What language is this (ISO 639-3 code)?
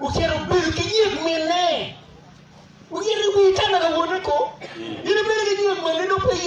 ach